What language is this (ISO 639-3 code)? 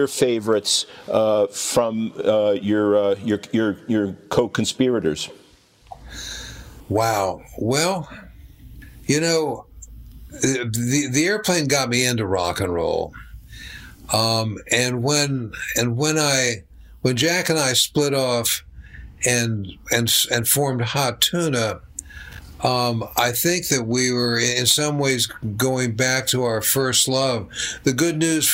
eng